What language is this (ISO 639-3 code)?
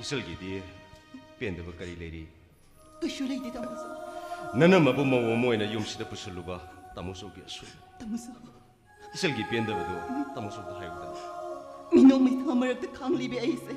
mni